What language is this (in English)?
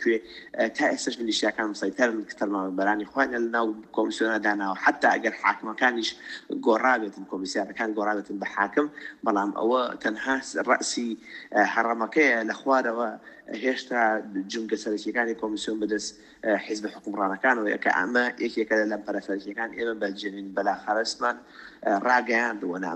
Central Kurdish